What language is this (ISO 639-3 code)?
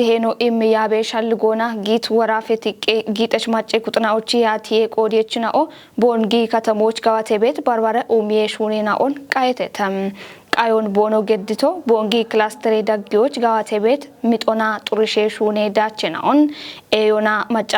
kbr